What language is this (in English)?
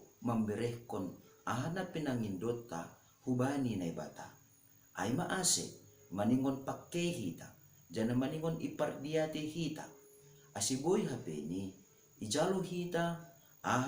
Batak Simalungun